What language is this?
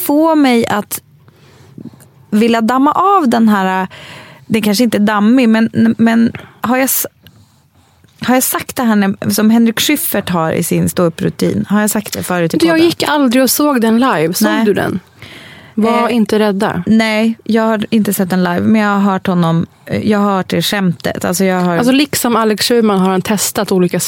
Swedish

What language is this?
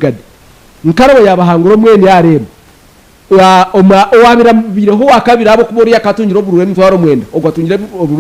Nyankole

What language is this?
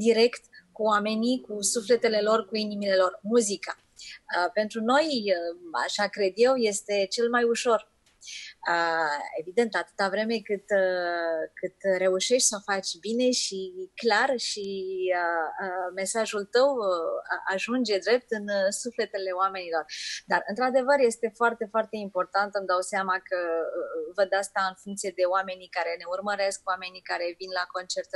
Romanian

